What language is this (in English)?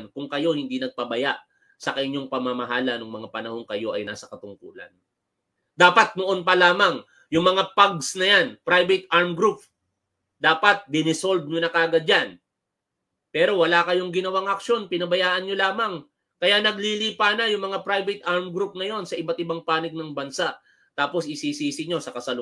Filipino